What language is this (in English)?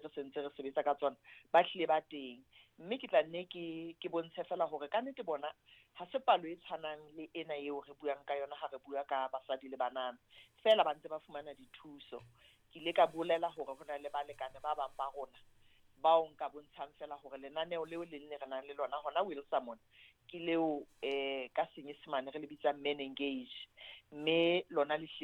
Southern Sotho